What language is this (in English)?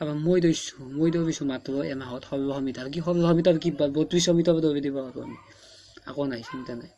Assamese